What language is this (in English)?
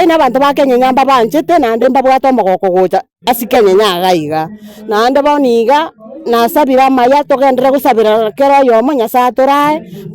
Gusii